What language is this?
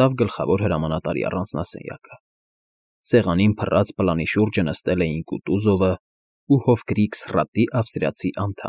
Armenian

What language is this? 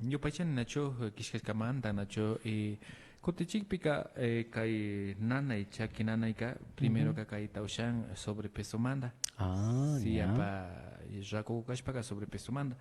Imbabura Highland Quichua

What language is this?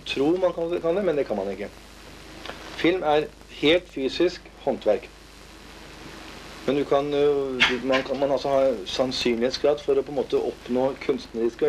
Norwegian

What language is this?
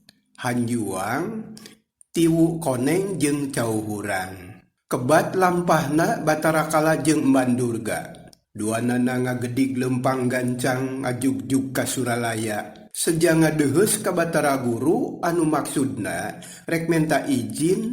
Sundanese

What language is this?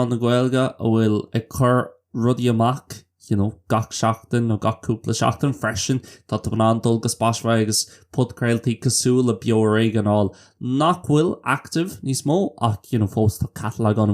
Irish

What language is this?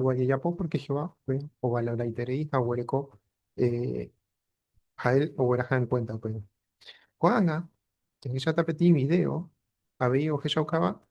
Guarani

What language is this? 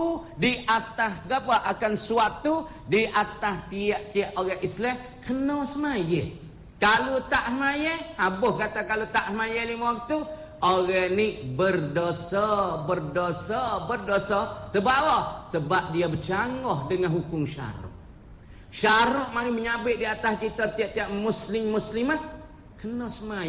Malay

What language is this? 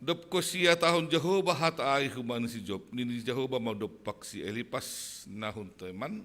Batak Simalungun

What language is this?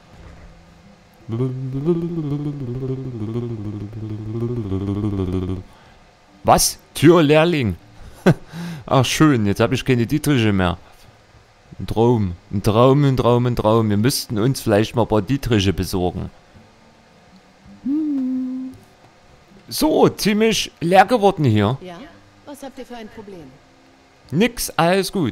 German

